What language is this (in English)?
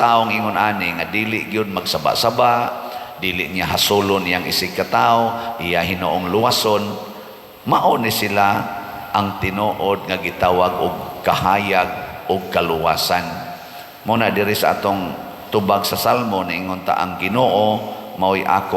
Cebuano